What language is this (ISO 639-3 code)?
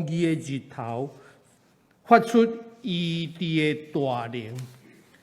nan